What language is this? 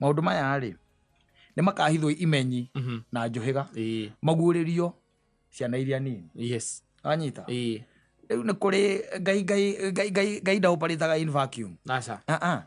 Kikuyu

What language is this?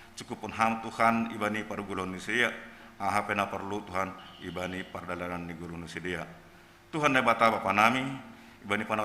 Batak Simalungun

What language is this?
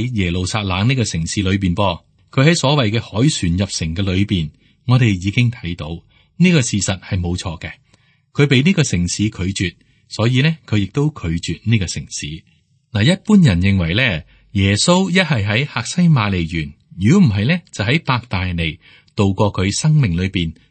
Cantonese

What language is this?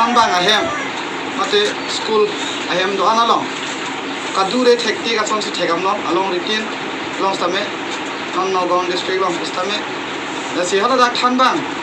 Karbi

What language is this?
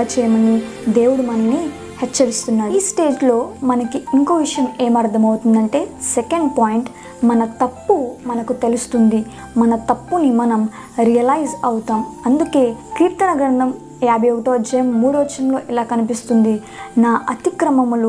Telugu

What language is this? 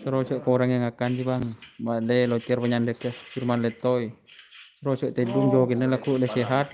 Madurese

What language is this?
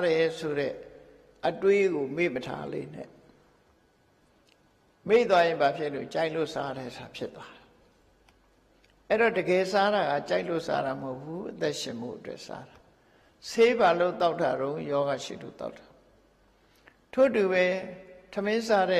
Burmese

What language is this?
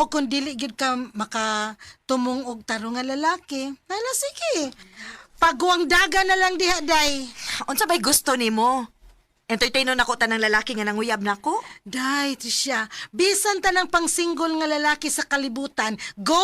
Cebuano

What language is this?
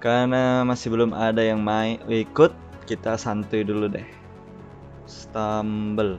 Banjar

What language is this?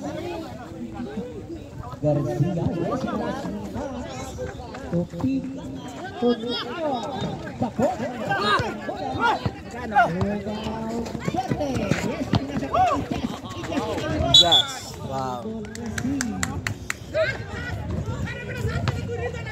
Filipino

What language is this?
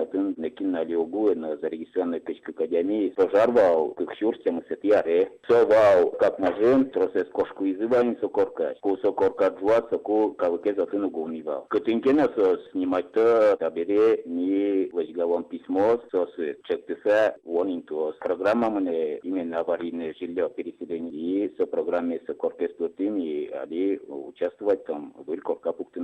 Udmurt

